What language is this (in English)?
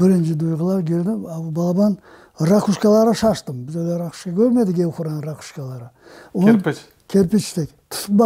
Crimean Tatar